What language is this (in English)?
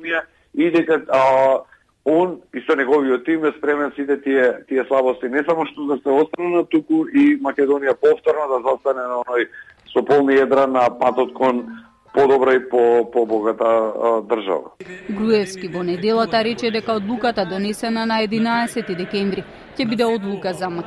Macedonian